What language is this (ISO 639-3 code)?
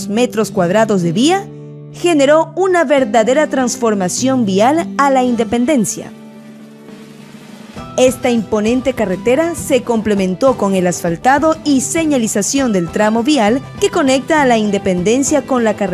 spa